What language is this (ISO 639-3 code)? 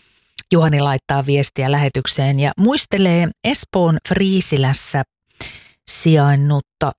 fin